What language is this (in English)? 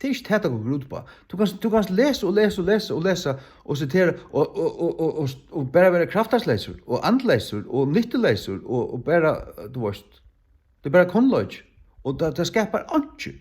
Faroese